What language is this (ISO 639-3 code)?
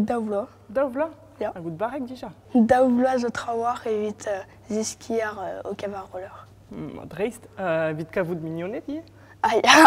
bre